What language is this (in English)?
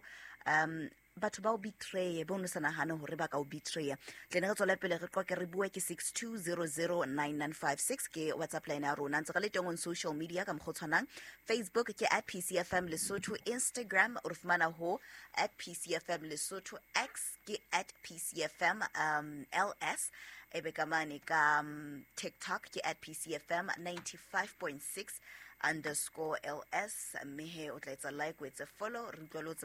Southern Sotho